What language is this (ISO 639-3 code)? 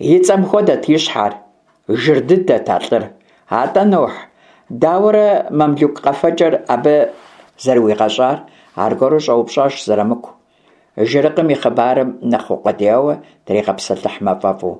kbd